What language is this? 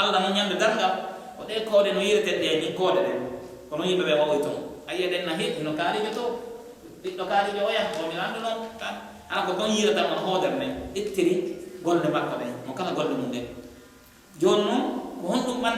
Pular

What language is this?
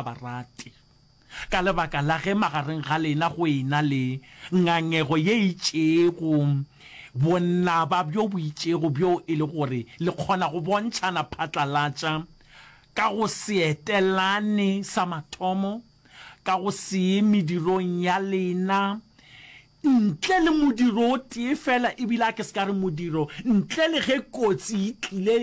Northern Sotho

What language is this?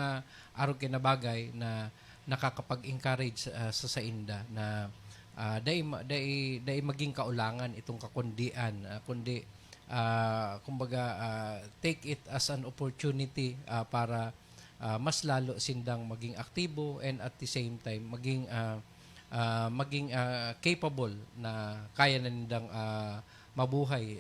Bikol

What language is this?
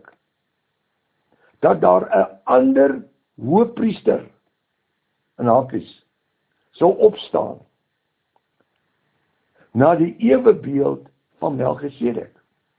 Afrikaans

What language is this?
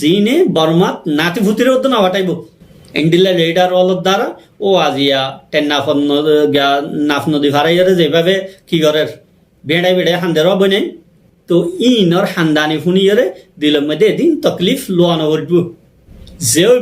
Rohingya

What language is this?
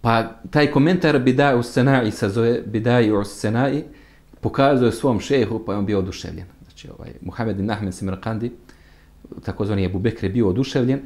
Bosnian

